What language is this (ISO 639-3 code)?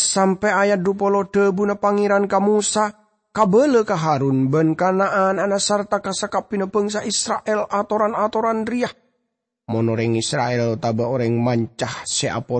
mad